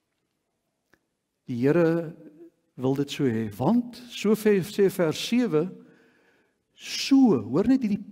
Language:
Afrikaans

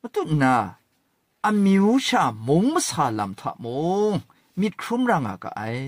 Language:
Kachin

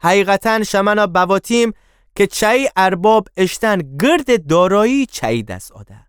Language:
Gilaki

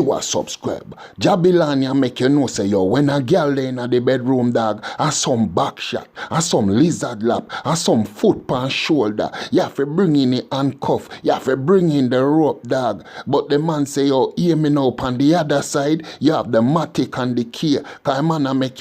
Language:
Jamaican Creole English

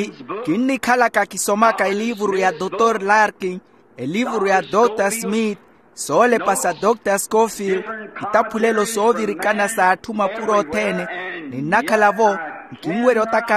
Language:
Makhuwa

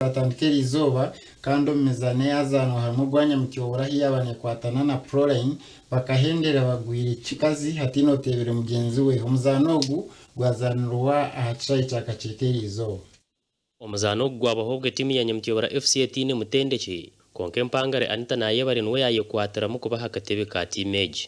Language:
Nyankole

